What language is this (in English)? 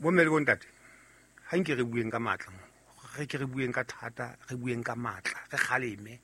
Southern Sotho